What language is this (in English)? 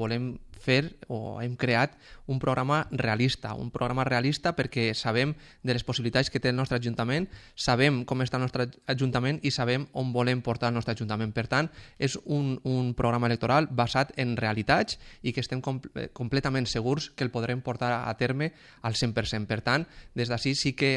Catalan